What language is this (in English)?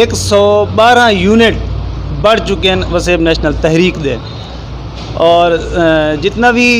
Saraiki